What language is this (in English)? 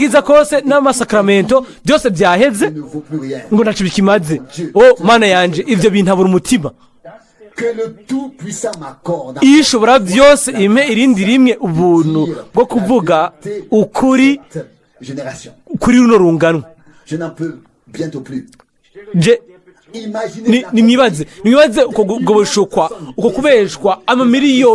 Rundi